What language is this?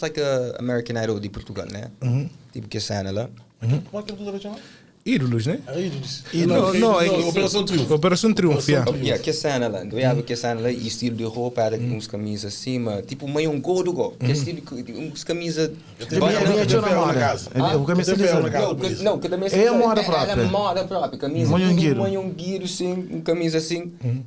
Kabuverdianu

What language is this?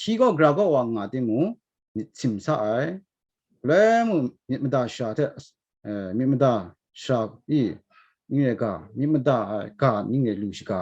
Kachin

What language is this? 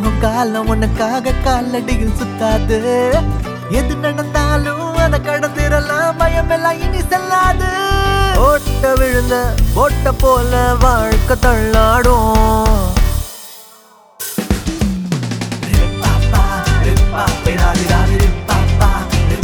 Tamil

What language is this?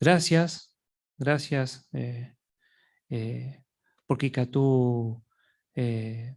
Guarani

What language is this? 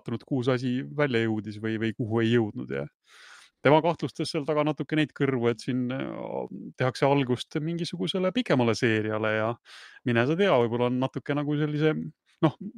Estonian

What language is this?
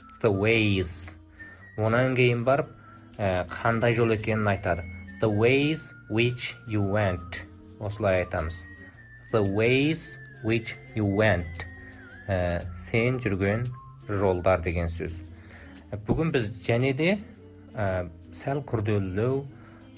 Kazakh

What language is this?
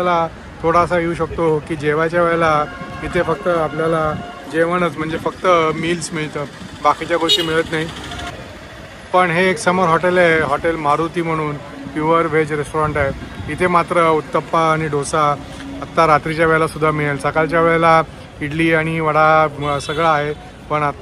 Marathi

